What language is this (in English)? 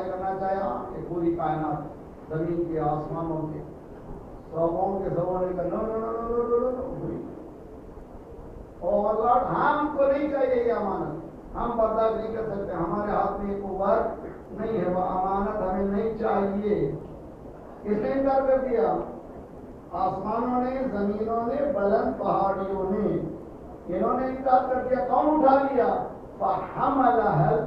Urdu